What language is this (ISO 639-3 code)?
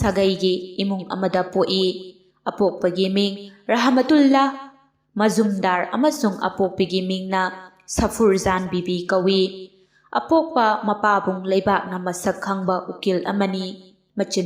mni